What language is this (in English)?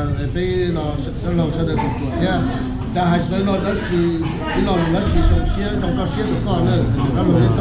Hmong